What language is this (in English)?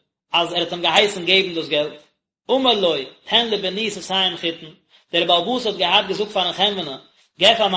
Yiddish